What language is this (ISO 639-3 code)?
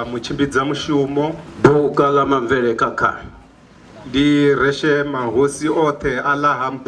ven